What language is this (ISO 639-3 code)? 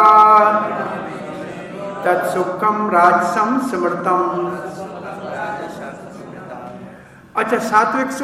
hin